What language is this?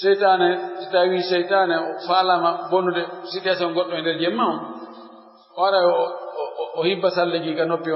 Pular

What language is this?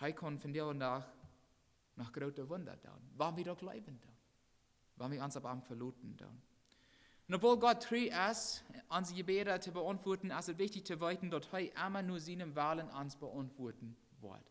Plautdietsch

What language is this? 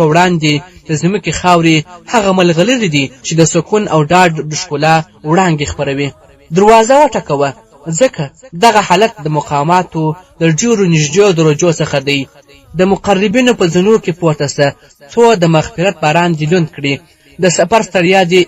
Pashto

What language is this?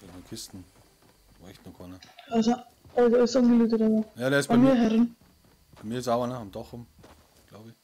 Bavarian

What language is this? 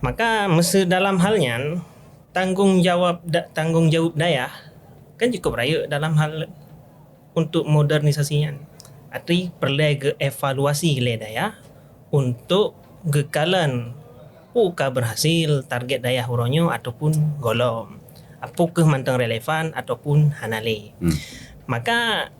Achinese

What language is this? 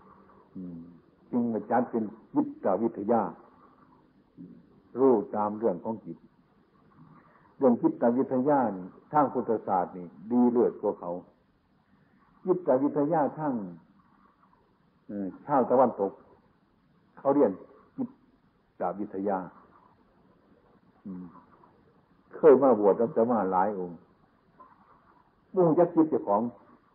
Thai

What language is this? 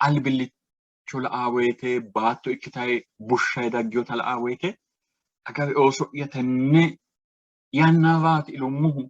Sidamo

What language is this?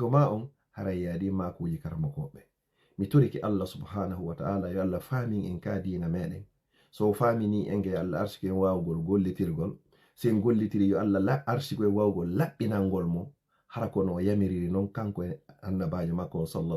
Fula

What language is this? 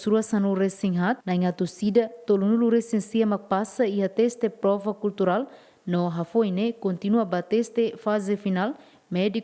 Tetum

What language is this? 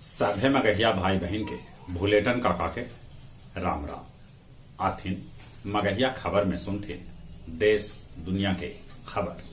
Magahi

